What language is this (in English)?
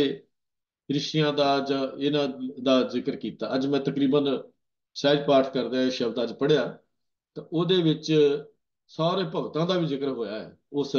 Punjabi